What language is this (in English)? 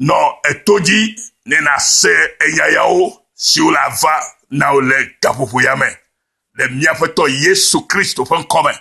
Ewe